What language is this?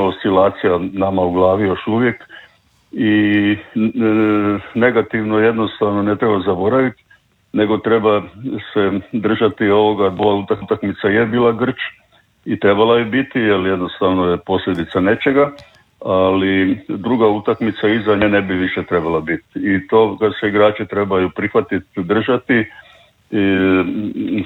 Croatian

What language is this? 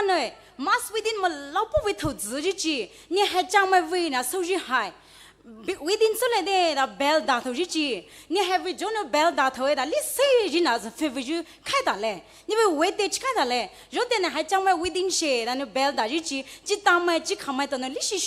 Poumei Naga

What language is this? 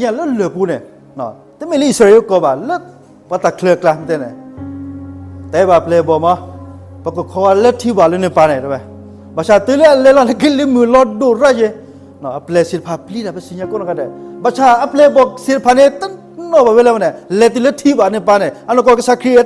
S'gaw Karen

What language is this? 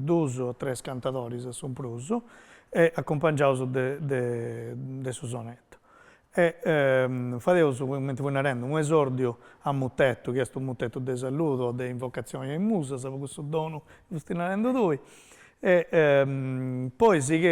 Sardinian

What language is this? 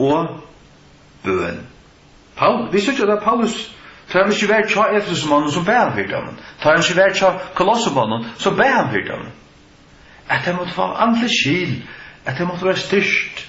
Faroese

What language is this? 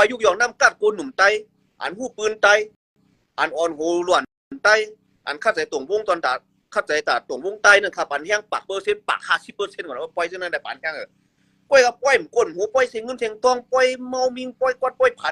Shan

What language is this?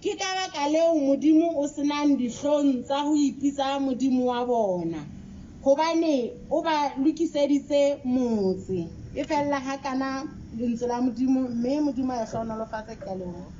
Southern Sotho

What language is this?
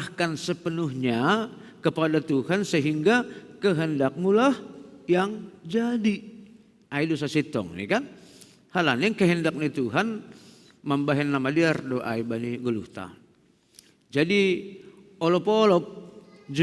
Batak Simalungun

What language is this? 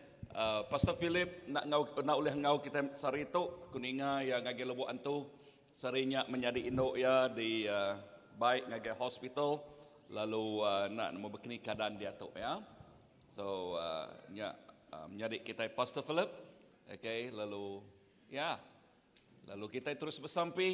Iban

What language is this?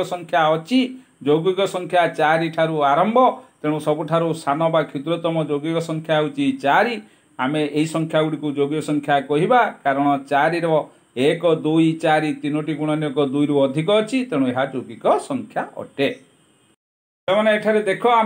Odia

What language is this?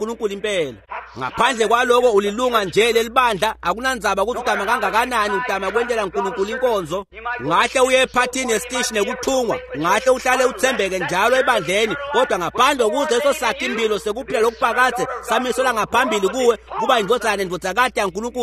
Swati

